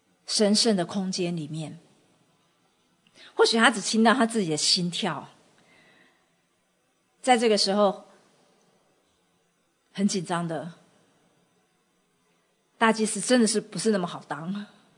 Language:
Chinese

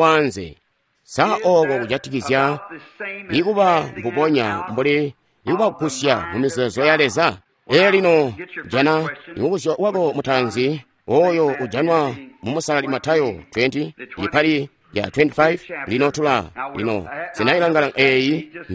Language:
Tonga (Zambia)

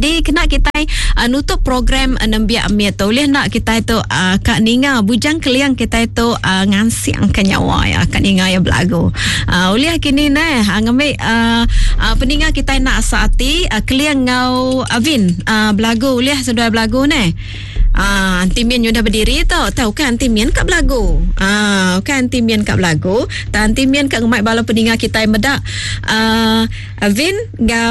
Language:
Iban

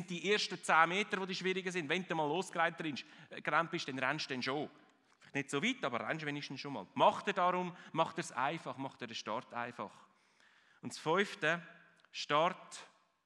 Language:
Swiss German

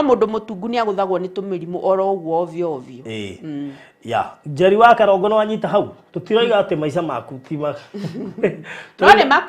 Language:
Kikuyu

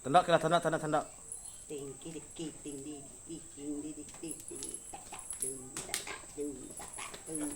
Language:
Iban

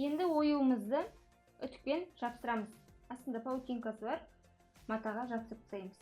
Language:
Kazakh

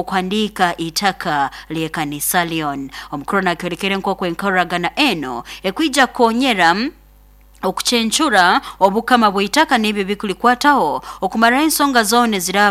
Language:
Nyoro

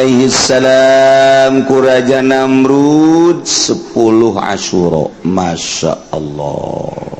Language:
Sundanese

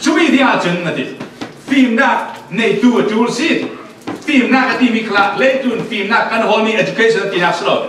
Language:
Falam Chin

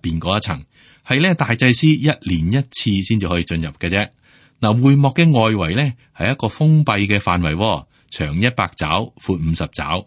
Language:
Cantonese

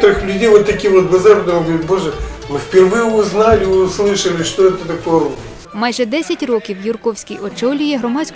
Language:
Ukrainian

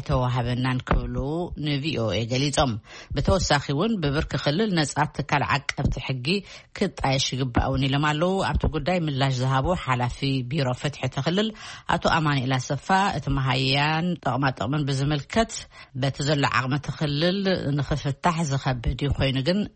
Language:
Tigrinya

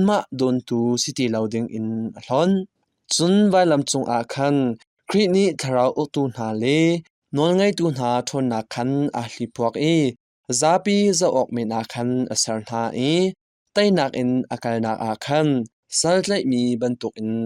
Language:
Hakha Chin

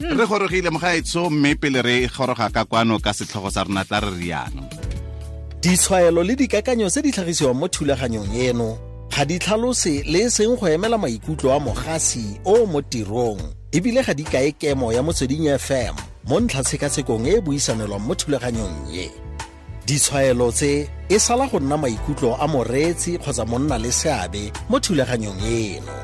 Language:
Tswana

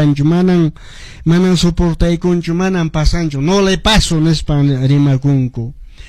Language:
Quechua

